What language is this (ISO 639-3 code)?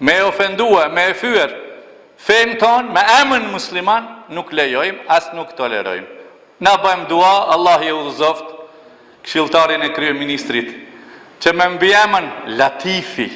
sqi